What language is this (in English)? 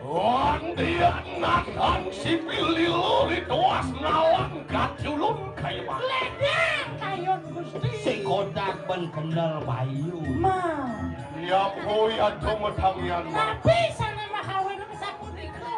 Balinese